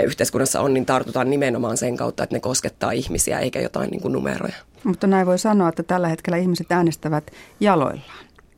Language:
Finnish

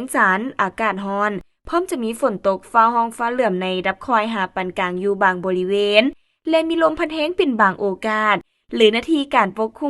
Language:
Lao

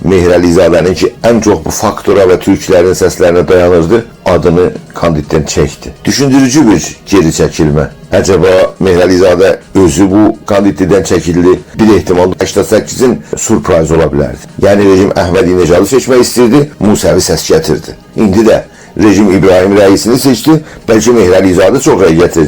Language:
South Azerbaijani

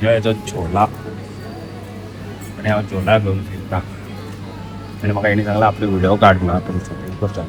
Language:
Konkani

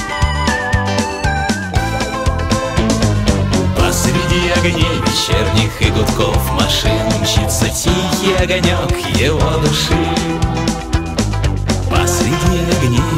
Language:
Russian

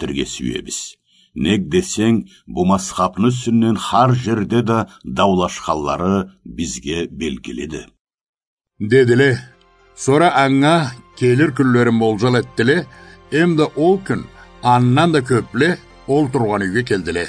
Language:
Karachay-Balkar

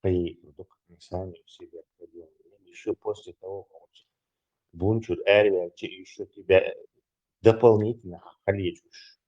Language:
Chechen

